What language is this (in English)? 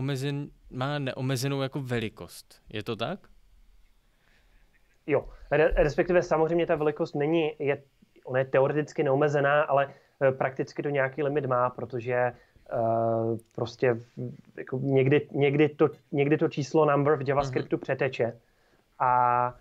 Czech